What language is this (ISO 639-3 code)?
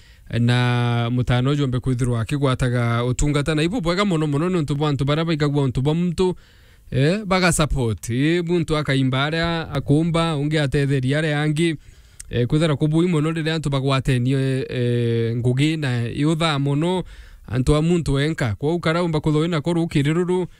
mer